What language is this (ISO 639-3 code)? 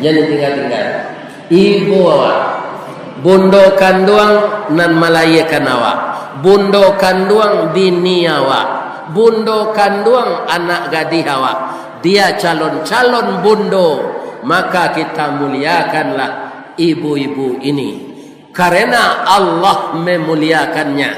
min